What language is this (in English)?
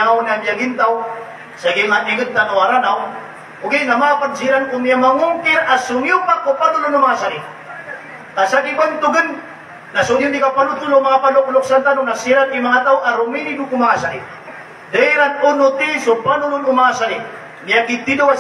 Maranao